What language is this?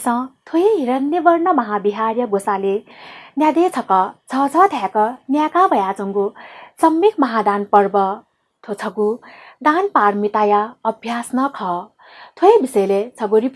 Newari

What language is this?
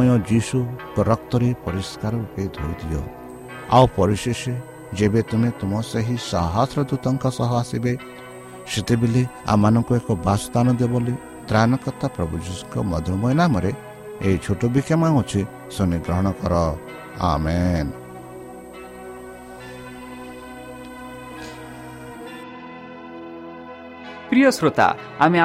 Odia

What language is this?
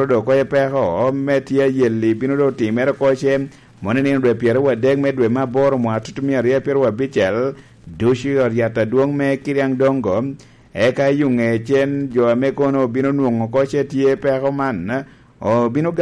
Lango (Uganda)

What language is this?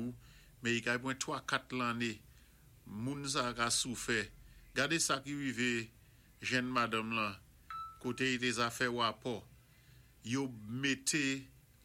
Saint Lucian Creole French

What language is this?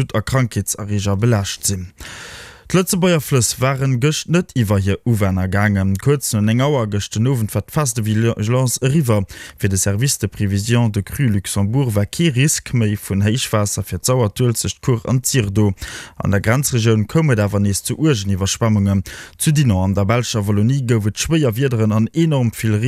Luxembourgish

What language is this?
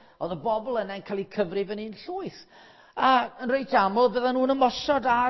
Welsh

